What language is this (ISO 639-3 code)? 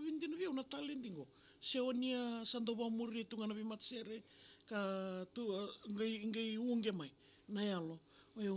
fij